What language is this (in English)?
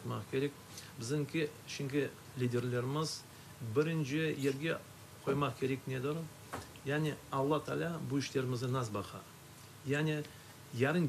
Crimean Tatar